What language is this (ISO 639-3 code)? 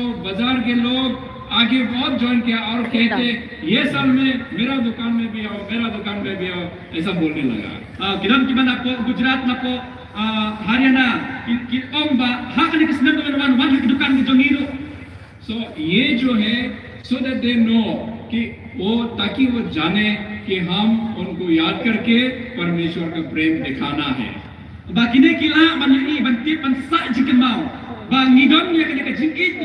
kha